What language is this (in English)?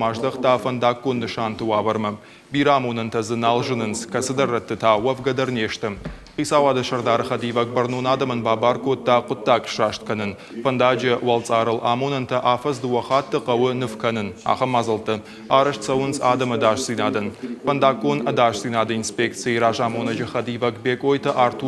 Ossetic